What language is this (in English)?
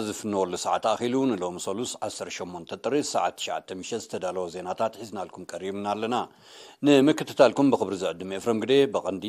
Tigrinya